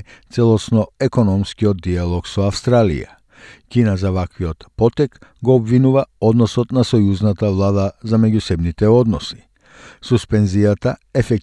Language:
Macedonian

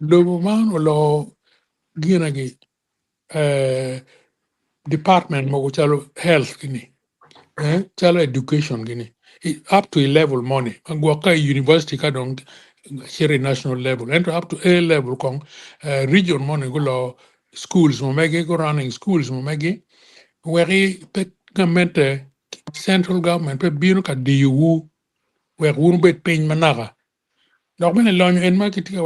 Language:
Acoli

